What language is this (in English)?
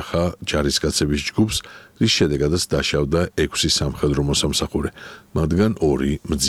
Georgian